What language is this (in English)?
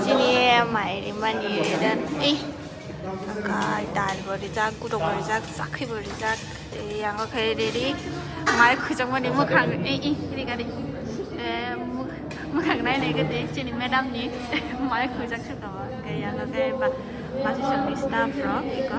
Kok Borok